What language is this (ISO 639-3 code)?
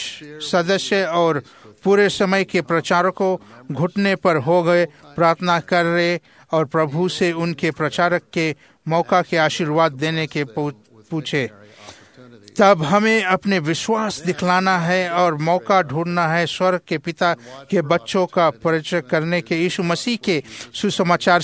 hin